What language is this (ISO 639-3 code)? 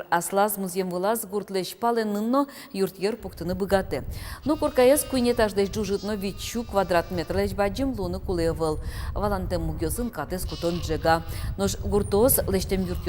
udm